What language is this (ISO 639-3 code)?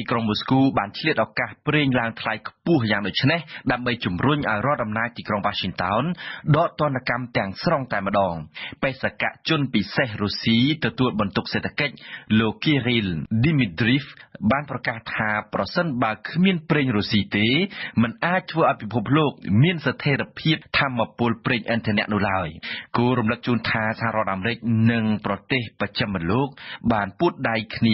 khm